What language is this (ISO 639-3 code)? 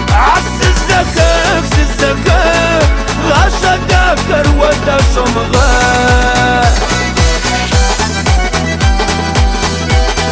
ara